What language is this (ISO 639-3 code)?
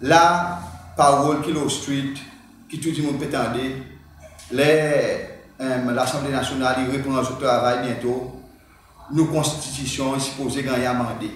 crs